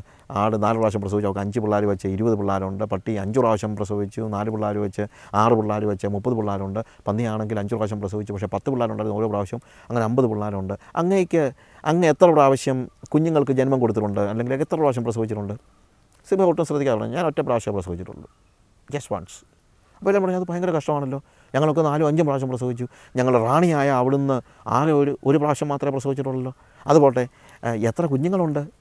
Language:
Malayalam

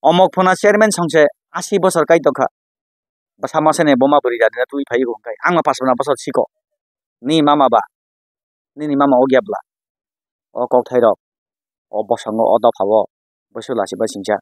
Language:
Kok Borok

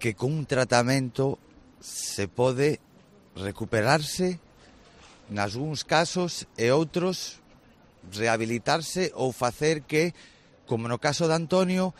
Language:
Galician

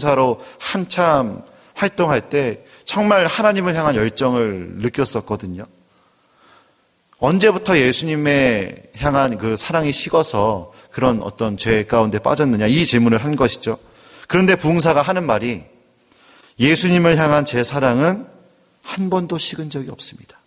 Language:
Korean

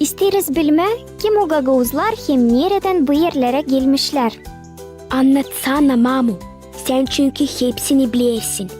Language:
Gagauz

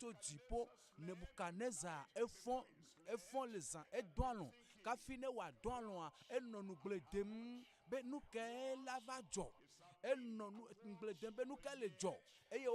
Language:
Ewe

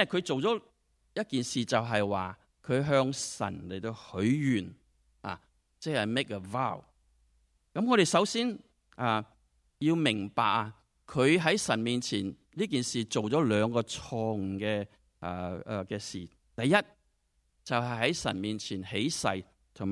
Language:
Cantonese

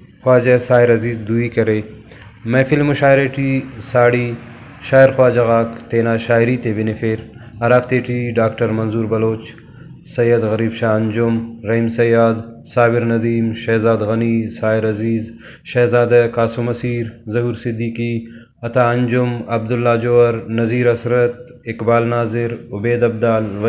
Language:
Brahui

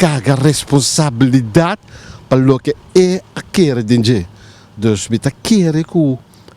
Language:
Papiamento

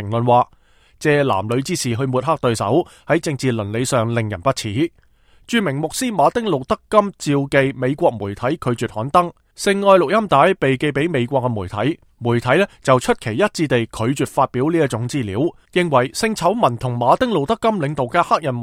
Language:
Cantonese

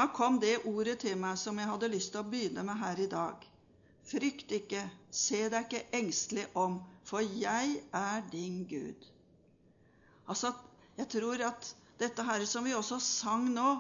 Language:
Norwegian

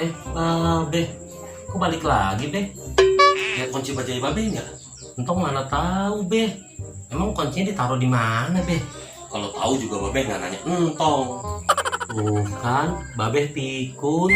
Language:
Betawi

